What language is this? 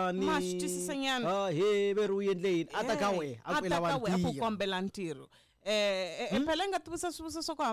Tsonga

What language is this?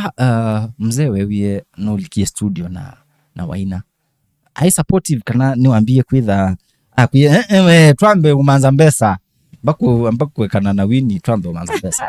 Kamba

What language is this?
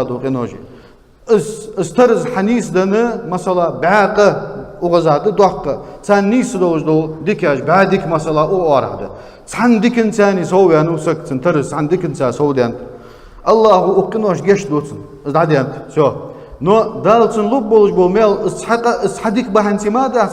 Ingush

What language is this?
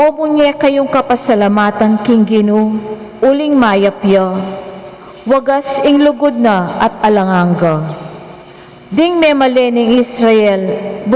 Pampanga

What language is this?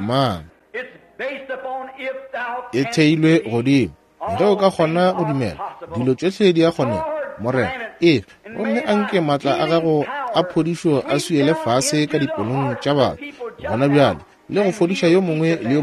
Northern Sotho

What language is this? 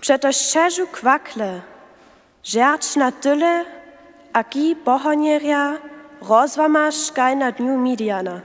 Upper Sorbian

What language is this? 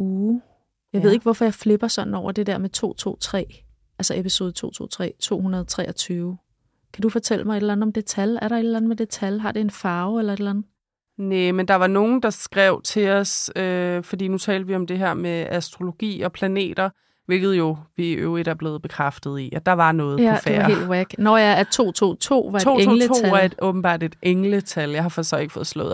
Danish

